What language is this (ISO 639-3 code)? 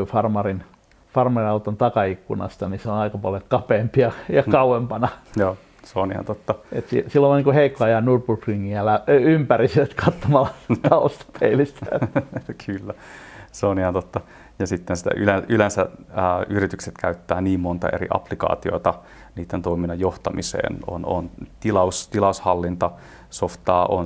fin